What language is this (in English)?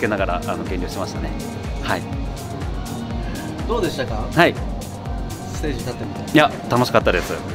Japanese